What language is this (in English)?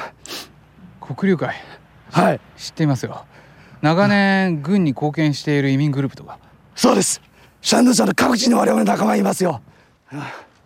Japanese